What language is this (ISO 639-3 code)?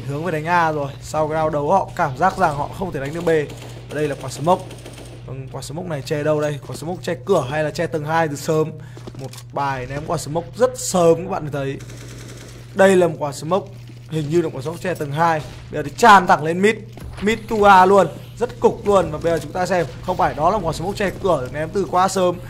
vie